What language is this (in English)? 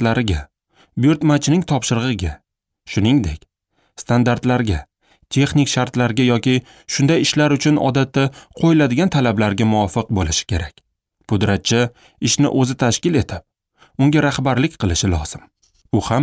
Uzbek